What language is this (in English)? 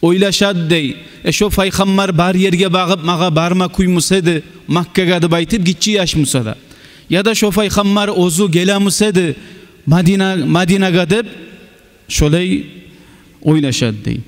Kumyk